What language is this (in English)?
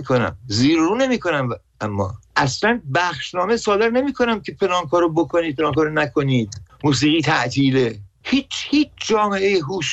Persian